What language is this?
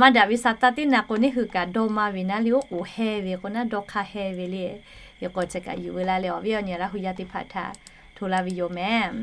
Lahu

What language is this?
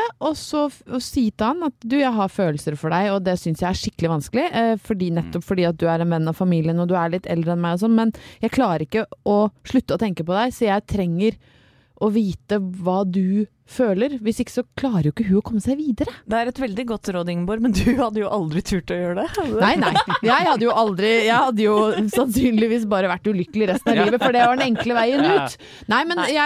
Norwegian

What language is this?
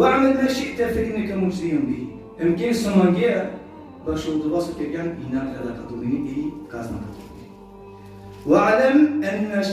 Balkan Romani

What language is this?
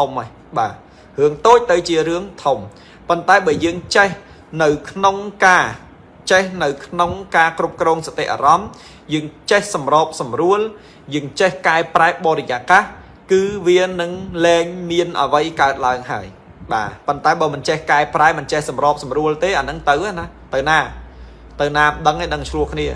Khmer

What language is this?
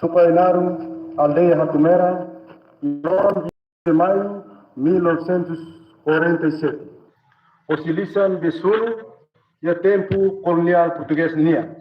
Tetum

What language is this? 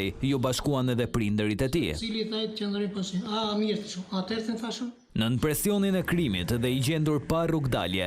Albanian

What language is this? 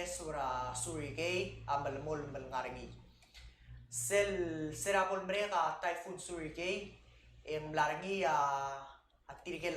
Palauan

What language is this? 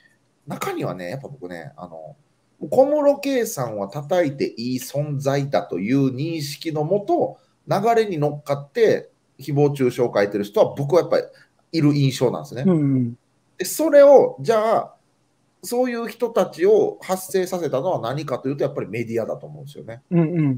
Japanese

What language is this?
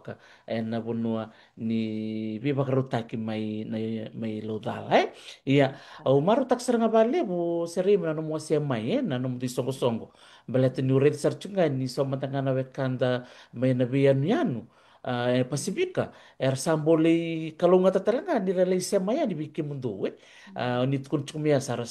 Fijian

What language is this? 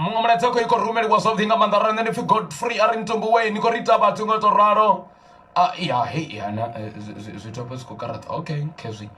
Venda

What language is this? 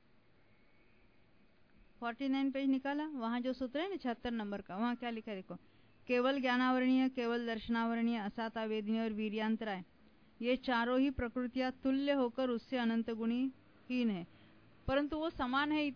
Hindi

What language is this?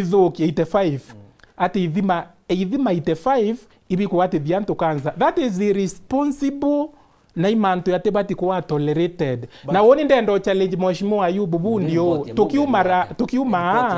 Meru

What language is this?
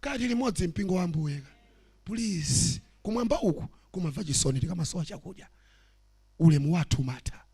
Nyanja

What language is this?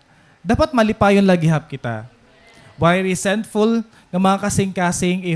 Waray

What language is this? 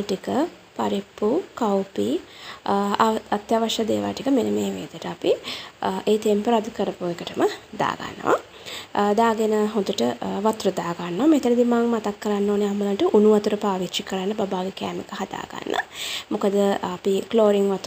Sinhala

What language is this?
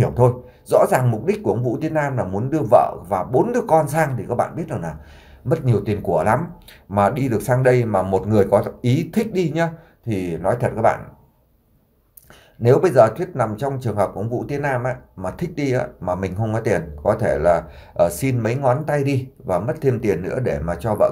Vietnamese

